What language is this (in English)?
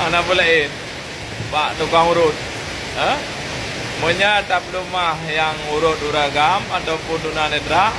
Achinese